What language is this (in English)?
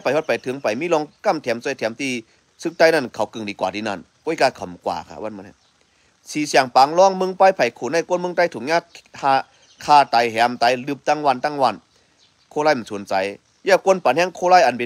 Shan